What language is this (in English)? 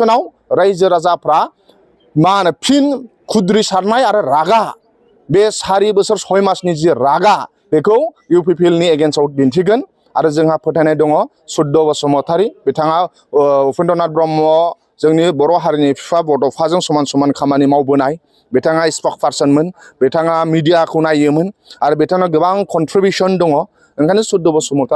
Bodo